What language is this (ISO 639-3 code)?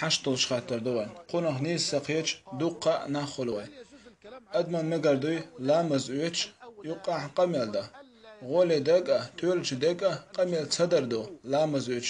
che